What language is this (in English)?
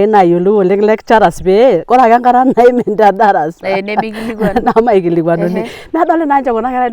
Masai